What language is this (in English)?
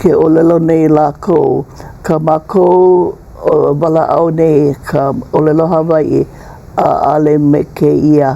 Hawaiian